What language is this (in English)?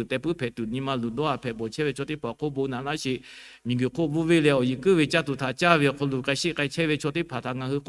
Lahu